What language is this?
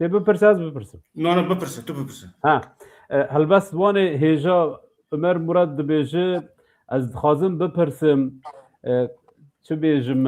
Kurdish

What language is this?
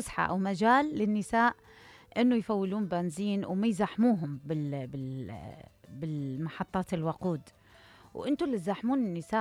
Mesopotamian Arabic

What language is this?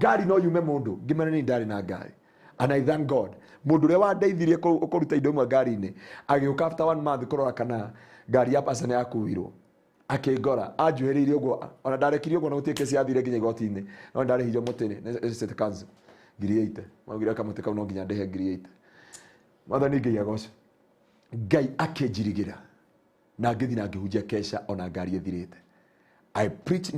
Kikuyu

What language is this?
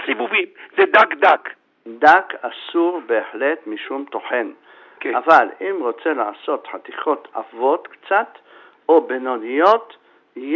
Hebrew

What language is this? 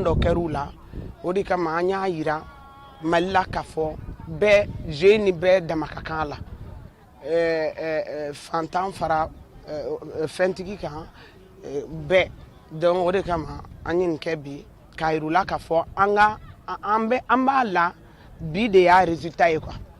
Bambara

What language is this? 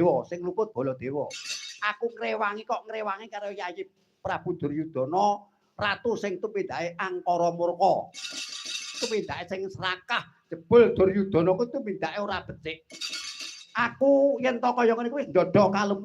Javanese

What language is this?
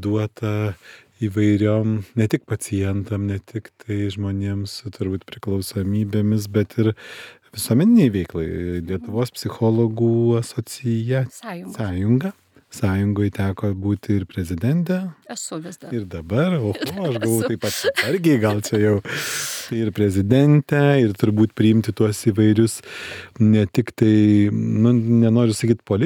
Lithuanian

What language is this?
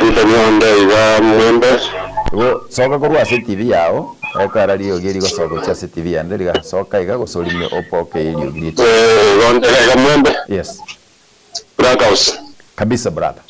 Gusii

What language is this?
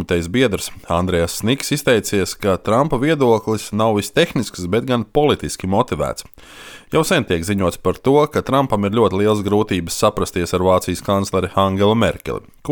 Latvian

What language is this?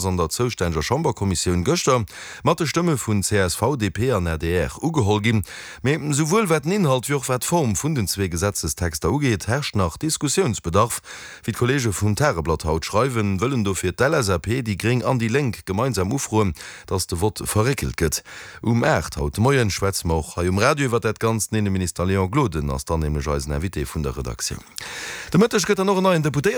Luxembourgish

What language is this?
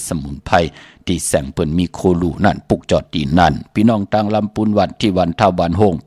Shan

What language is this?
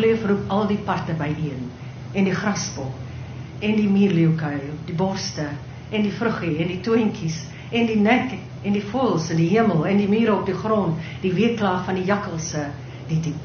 Afrikaans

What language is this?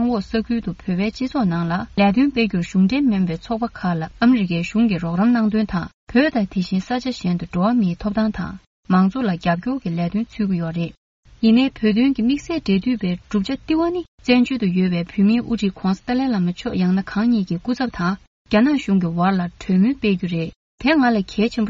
Tibetan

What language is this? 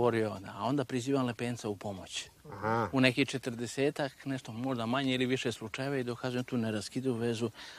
Serbian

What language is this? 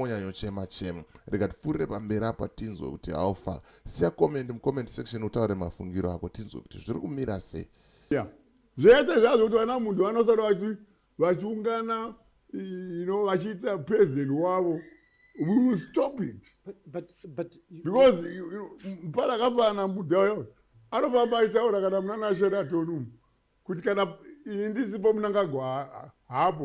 Shona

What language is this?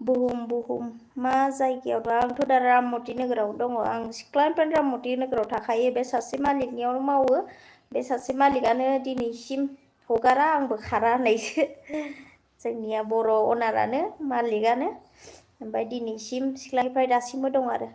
Bodo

